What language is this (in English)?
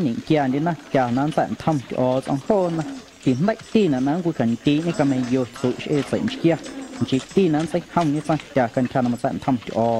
Guerrero Amuzgo